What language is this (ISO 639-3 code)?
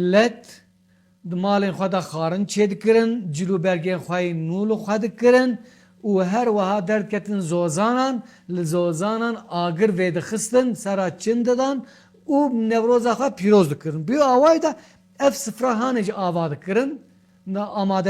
kur